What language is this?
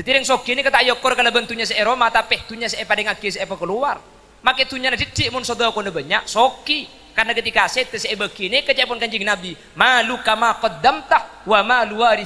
Madurese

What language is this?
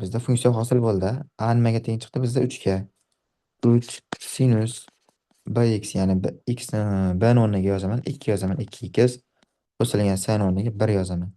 Uzbek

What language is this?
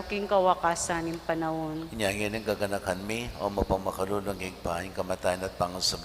Pampanga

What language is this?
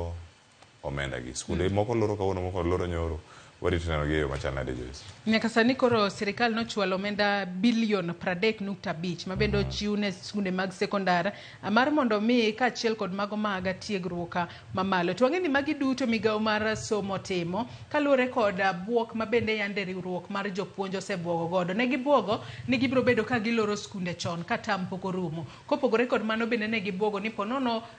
Luo (Kenya and Tanzania)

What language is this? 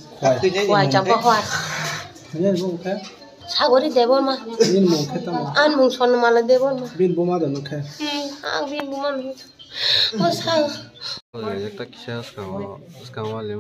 Kok Borok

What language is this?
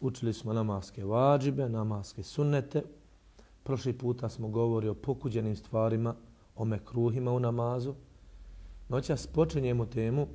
Bosnian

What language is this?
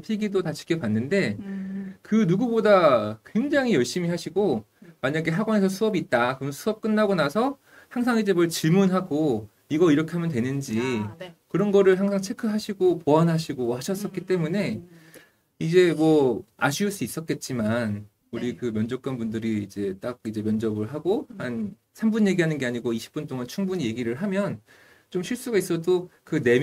Korean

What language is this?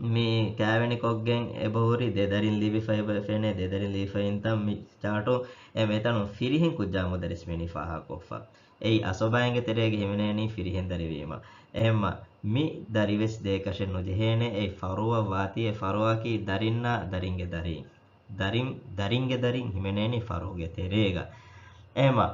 Divehi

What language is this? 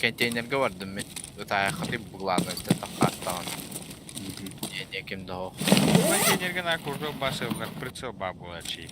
Yakut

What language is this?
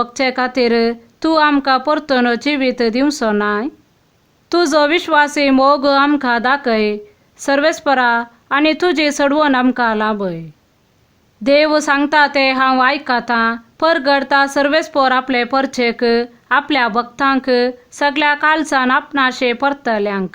Konkani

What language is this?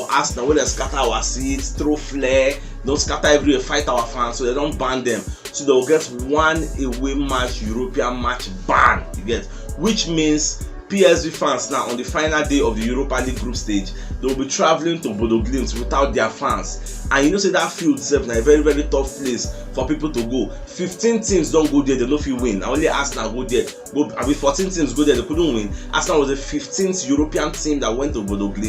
Nigerian Pidgin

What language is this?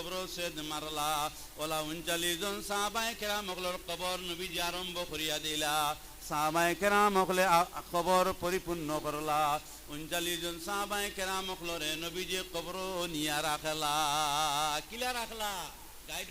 Sylheti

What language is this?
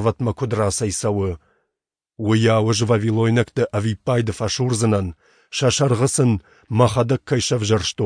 Ossetic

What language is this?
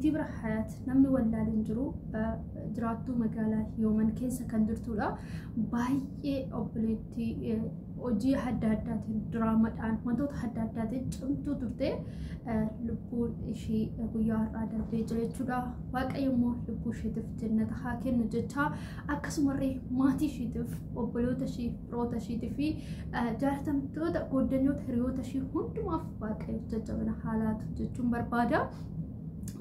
Oromo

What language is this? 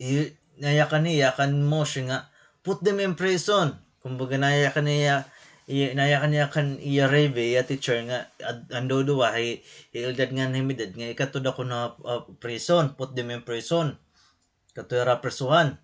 Waray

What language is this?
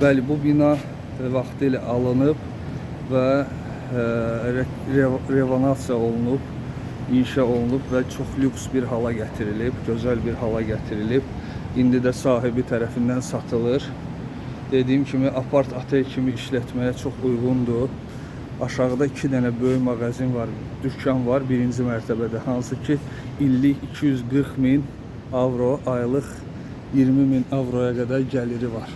Azerbaijani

